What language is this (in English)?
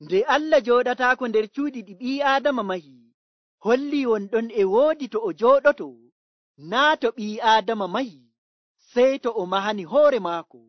Nigerian Fulfulde